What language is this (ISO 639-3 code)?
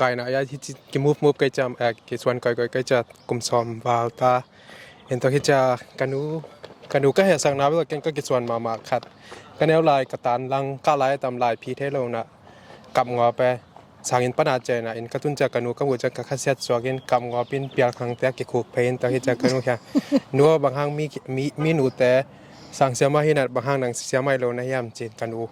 ctd